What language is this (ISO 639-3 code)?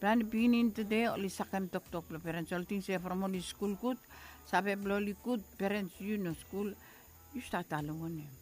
bis